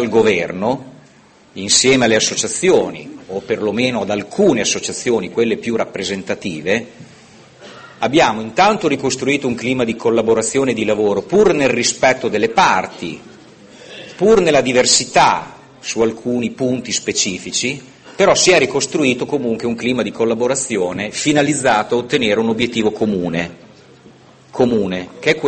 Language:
Italian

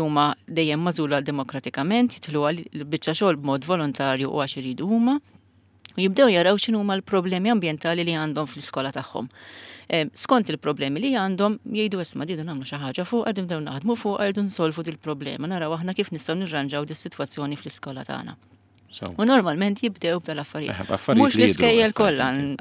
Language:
Maltese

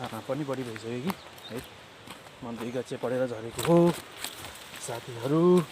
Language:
Nepali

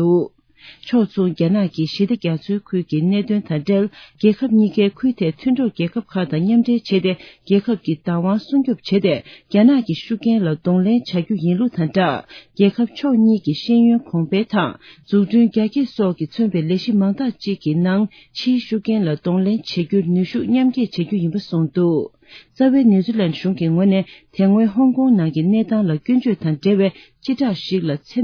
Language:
Tibetan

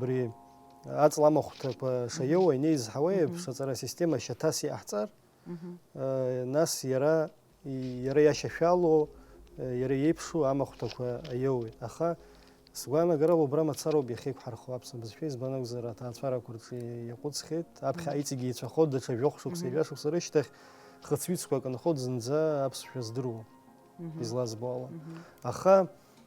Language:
Abkhazian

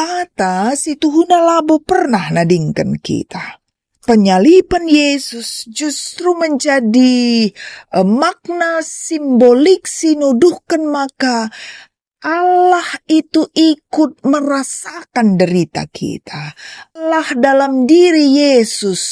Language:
Batak Karo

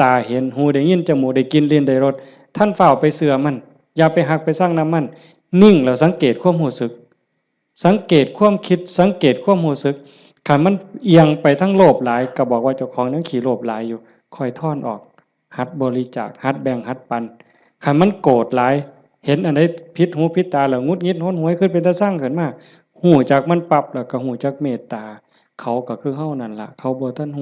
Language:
Northeastern Thai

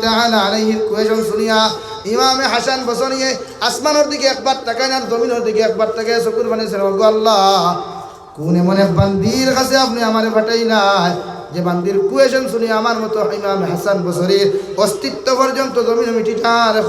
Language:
Sylheti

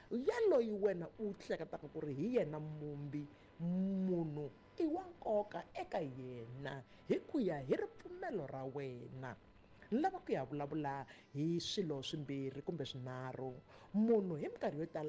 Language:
Tsonga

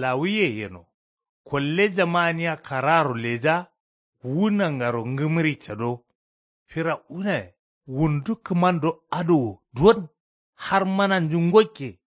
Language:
Kanuri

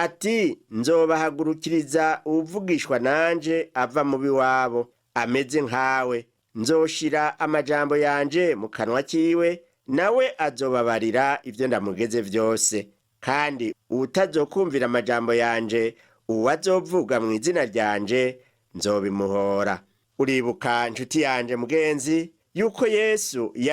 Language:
Rundi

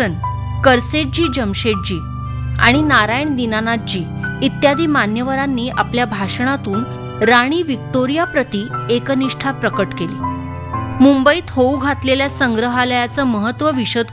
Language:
Marathi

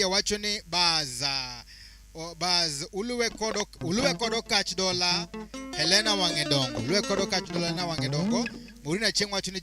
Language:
Luo (Kenya and Tanzania)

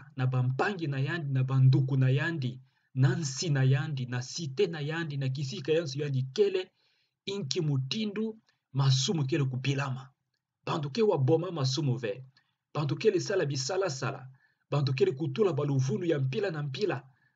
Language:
Kituba (Democratic Republic of Congo)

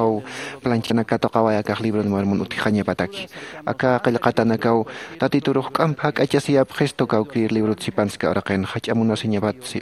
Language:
Aymara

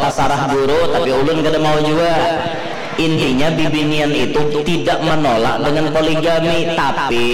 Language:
Banjar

